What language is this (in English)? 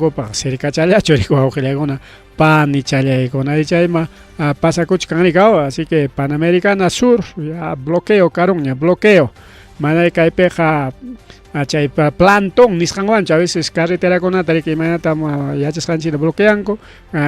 Ayacucho Quechua